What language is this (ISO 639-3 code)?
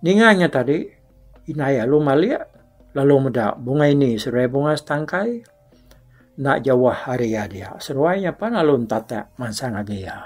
iba